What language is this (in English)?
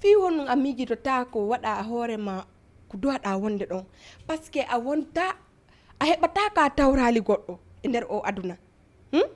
Fula